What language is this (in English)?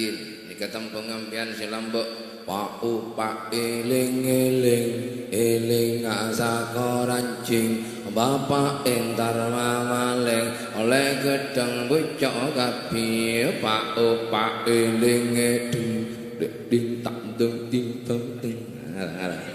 Madurese